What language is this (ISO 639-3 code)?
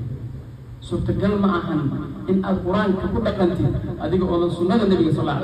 som